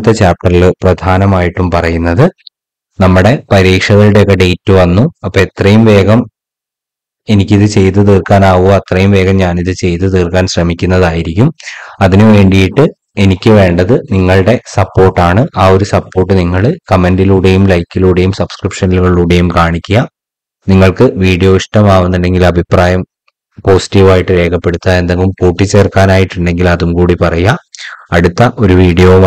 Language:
Malayalam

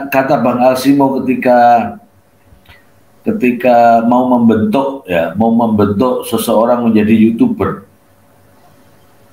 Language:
Indonesian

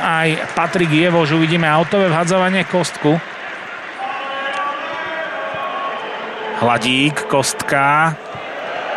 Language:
Slovak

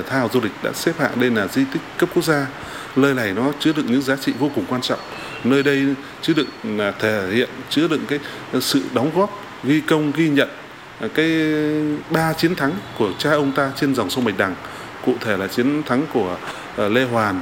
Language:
Vietnamese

